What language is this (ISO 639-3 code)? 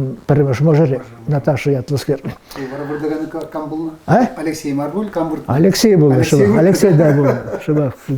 chv